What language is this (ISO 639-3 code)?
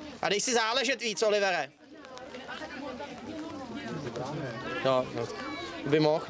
ces